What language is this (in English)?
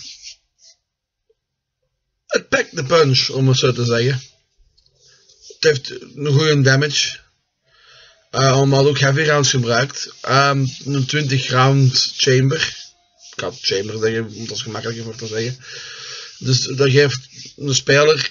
Dutch